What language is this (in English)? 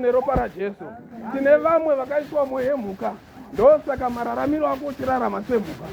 Shona